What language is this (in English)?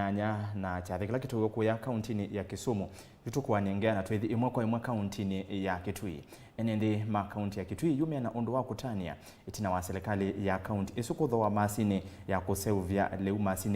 Kamba